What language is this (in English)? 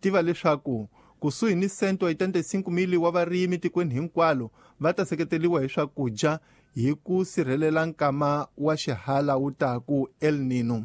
Tsonga